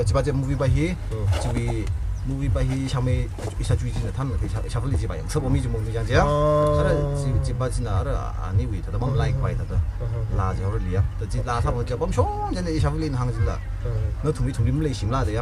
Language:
Tangkhul Naga (India)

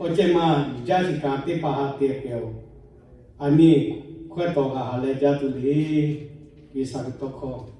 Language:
Lahu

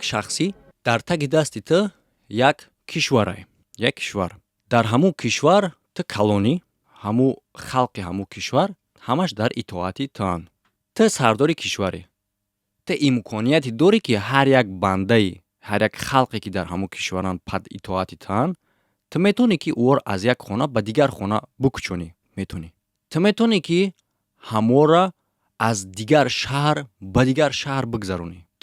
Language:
Tajik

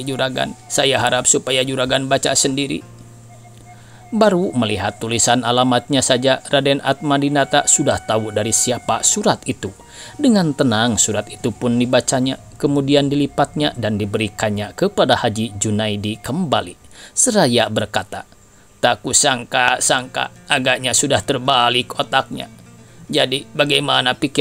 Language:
Indonesian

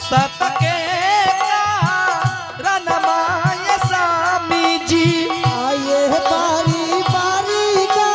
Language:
Angika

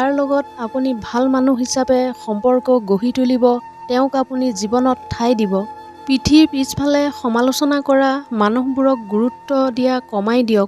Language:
Assamese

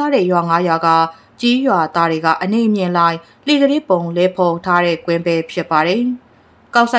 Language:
Burmese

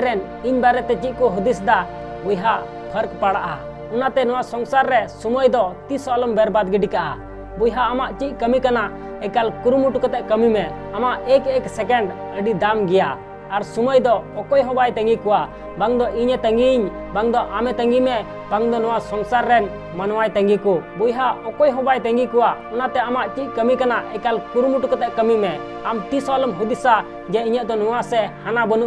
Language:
Santali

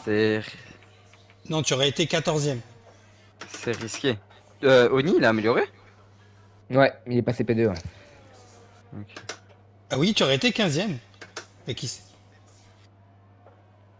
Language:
French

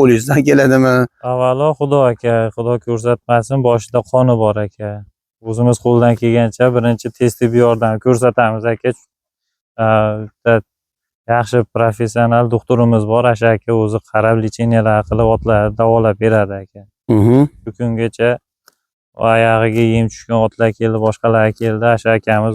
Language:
Uzbek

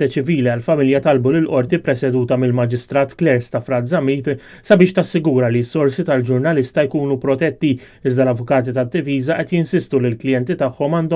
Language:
Maltese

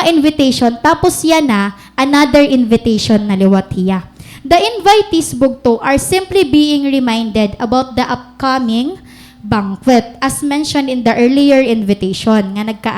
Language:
Waray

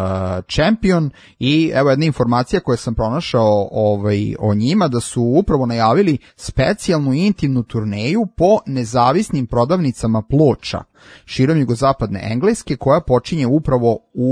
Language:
Serbian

